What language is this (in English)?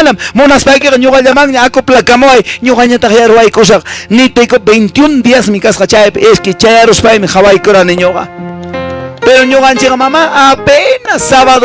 Quechua